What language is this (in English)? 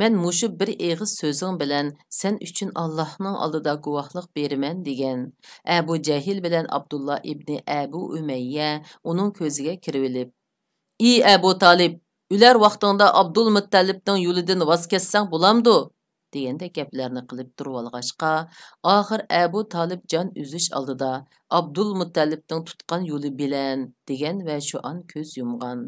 Uyghur